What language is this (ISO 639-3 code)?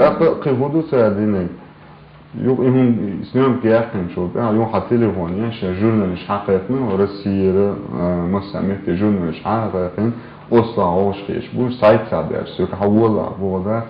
che